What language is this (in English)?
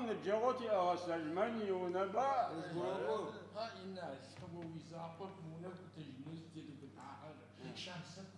Adyghe